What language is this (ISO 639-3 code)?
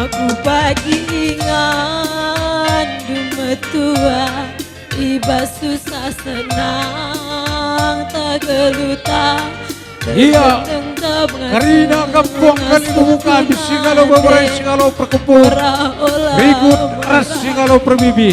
btx